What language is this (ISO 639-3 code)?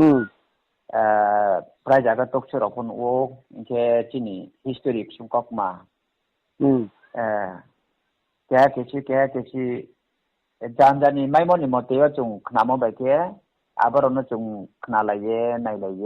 ria